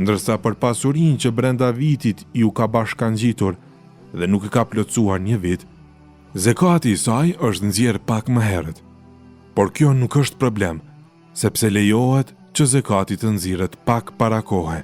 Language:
Albanian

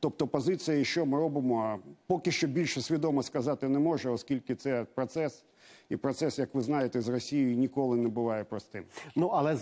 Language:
Ukrainian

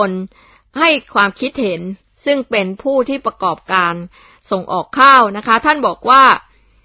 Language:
Thai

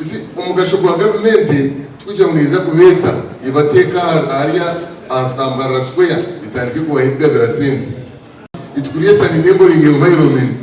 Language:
Nyankole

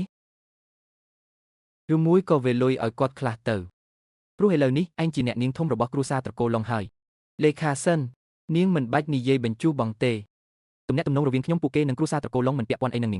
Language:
Khmer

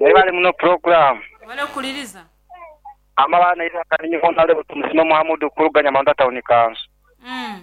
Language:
Nyankole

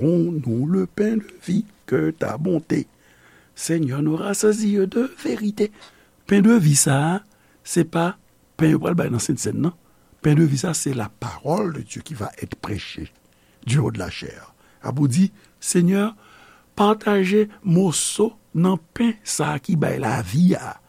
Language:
Haitian Creole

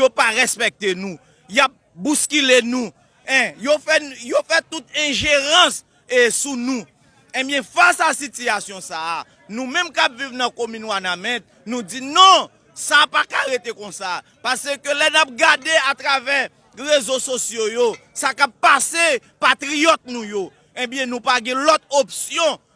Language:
Haitian Creole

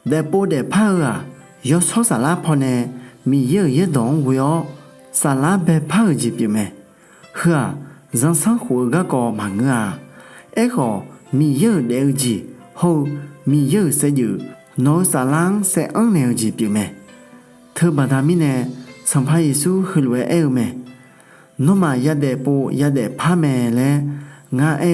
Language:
Akha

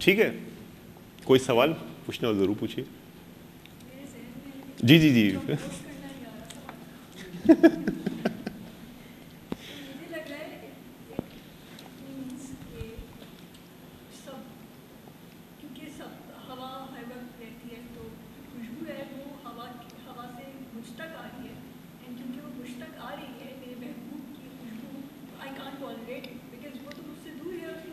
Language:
Urdu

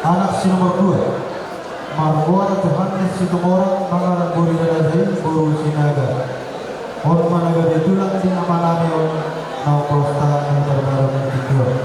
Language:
Batak Toba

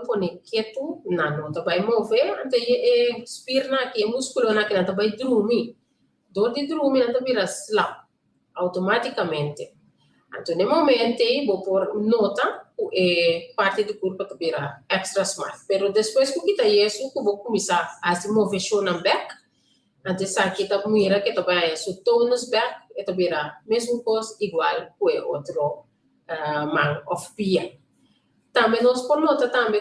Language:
Papiamento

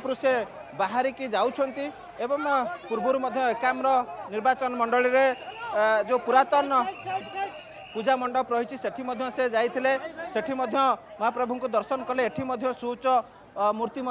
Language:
Odia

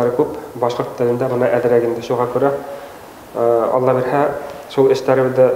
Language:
Bashkir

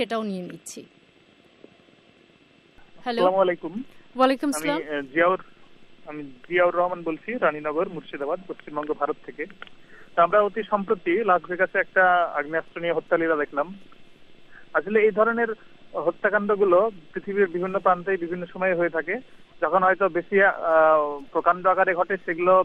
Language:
Bangla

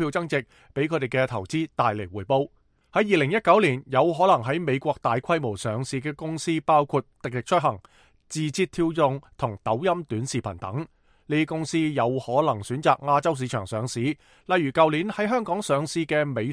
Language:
Cantonese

